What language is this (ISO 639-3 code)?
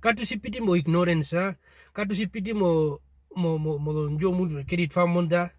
her